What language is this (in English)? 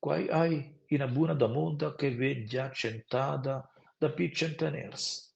Romansh